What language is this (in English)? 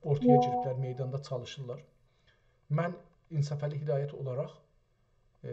South Azerbaijani